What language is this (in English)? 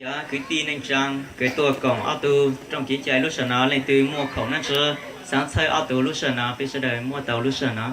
Hmong